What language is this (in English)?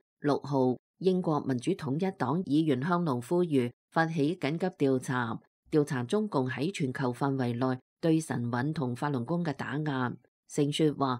Cantonese